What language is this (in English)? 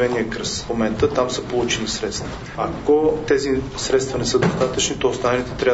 Bulgarian